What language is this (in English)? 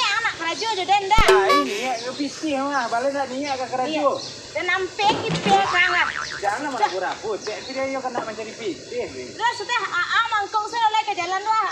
Minangkabau